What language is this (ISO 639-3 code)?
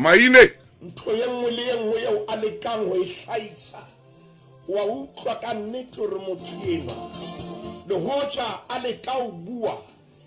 sot